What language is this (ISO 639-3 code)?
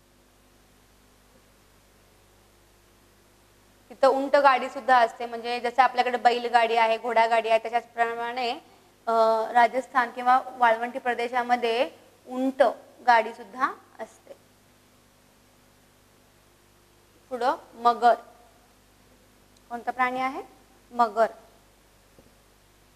mar